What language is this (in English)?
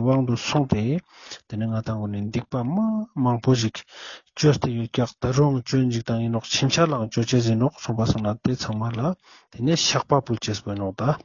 Ladakhi